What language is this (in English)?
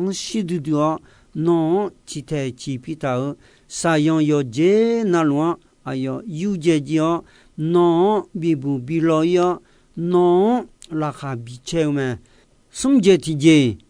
Akha